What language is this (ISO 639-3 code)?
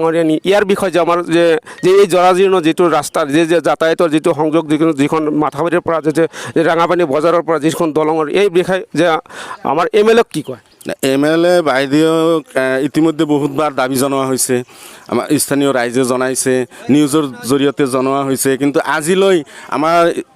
asm